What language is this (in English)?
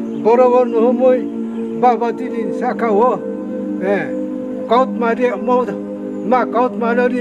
Riang (India)